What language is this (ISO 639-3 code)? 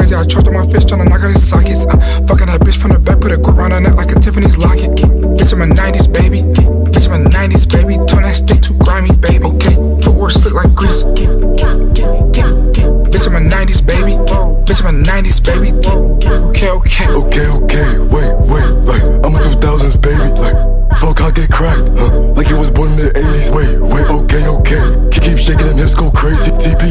eng